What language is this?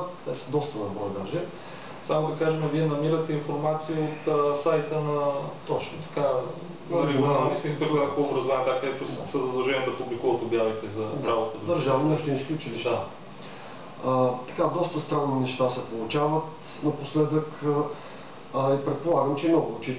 Bulgarian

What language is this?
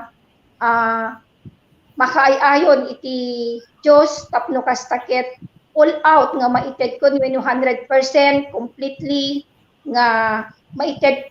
Iloko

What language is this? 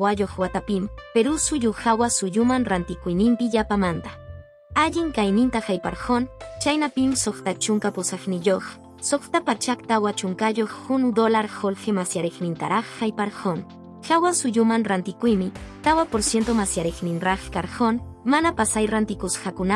Quechua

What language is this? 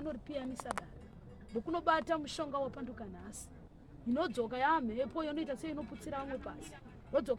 Shona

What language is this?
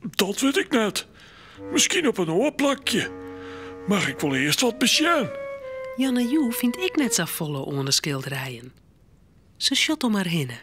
Western Frisian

